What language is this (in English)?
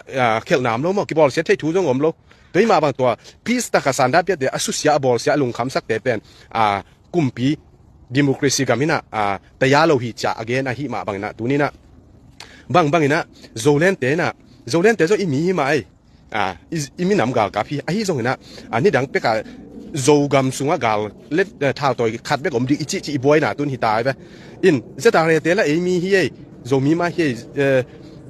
Tedim Chin